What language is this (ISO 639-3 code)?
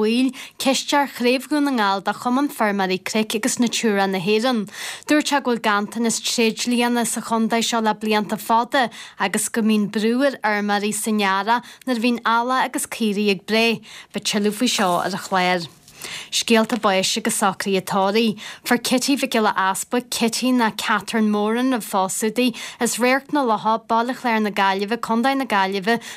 gle